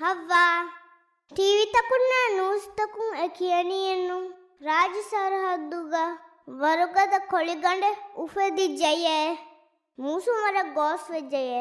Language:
Divehi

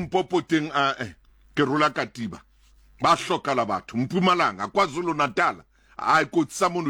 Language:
Southern Sotho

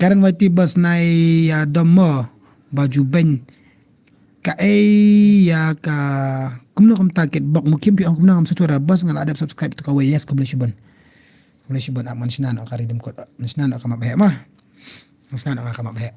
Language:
Khasi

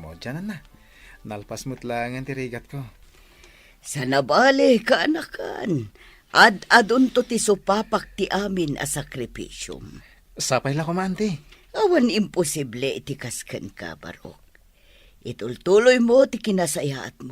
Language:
Iloko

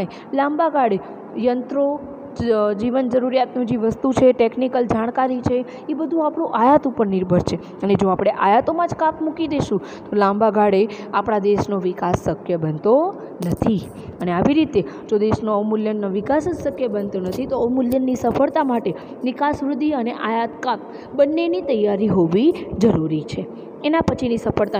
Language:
Gujarati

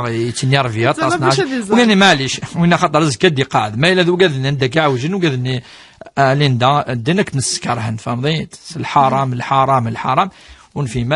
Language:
Kabyle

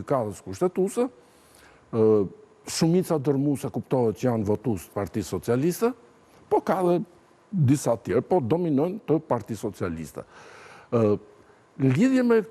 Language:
Albanian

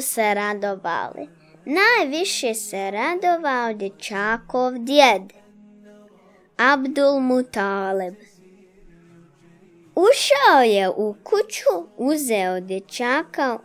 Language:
Bosnian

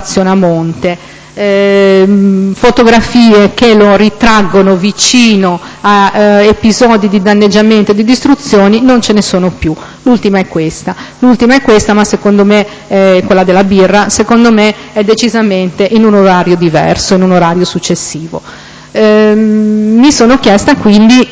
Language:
Italian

